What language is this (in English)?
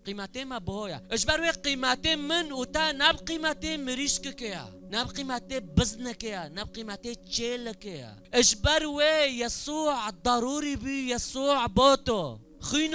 Kurdish